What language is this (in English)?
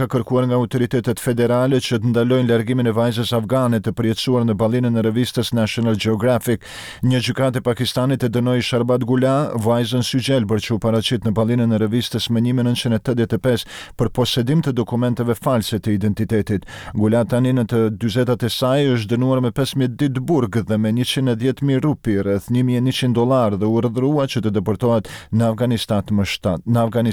Albanian